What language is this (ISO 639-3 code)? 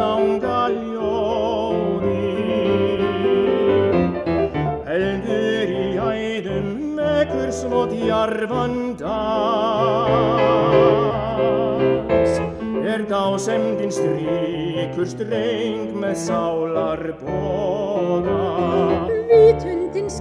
isl